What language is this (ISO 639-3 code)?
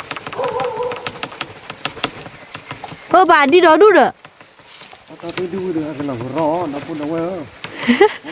ksw